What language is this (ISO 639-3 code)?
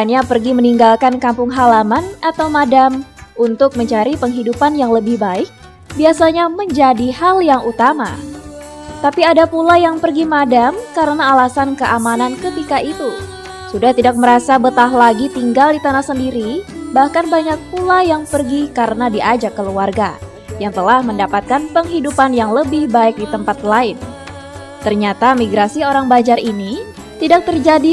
bjn